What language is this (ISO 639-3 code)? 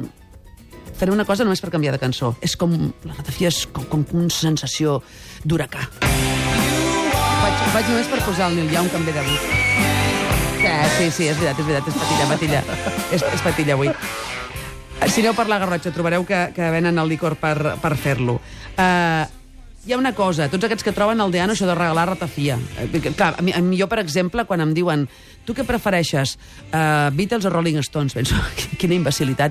cat